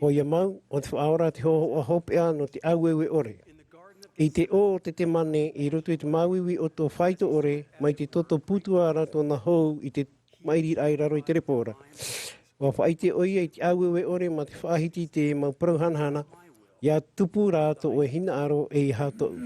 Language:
Tahitian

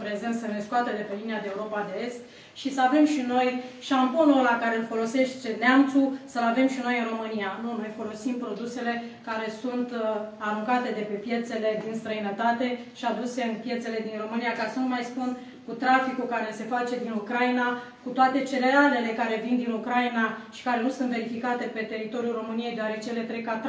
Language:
Romanian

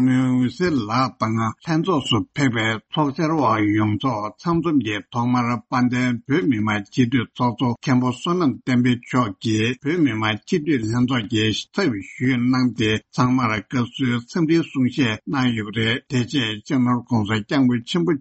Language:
Tibetan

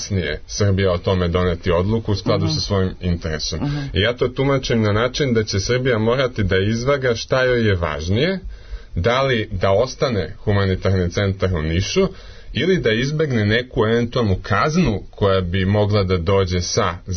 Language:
Serbian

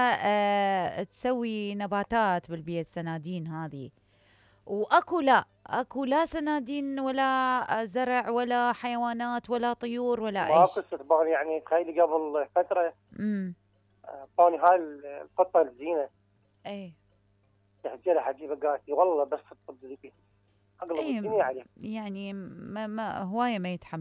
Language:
Mesopotamian Arabic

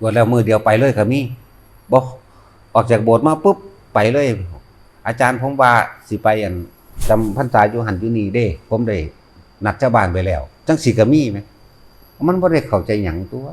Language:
Northeastern Thai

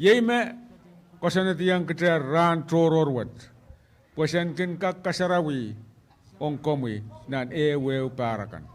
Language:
Pohnpeian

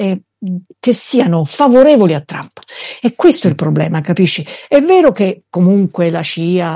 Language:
Italian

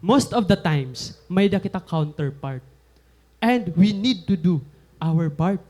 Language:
Waray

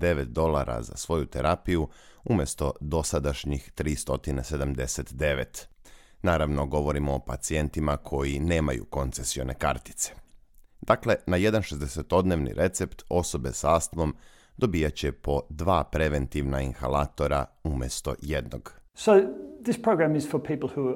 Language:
Serbian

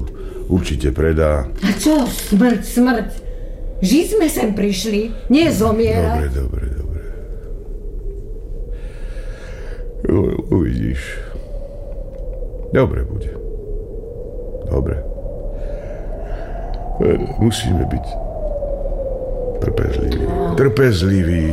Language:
Slovak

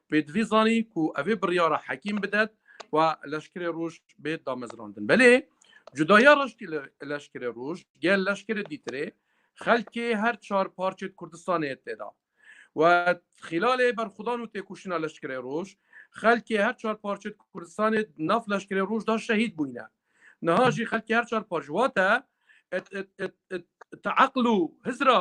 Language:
Kurdish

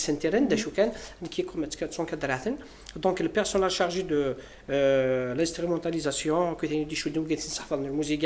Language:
Kabyle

